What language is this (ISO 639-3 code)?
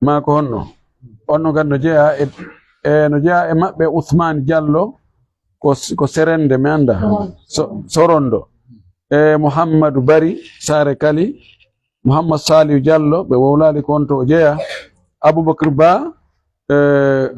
ful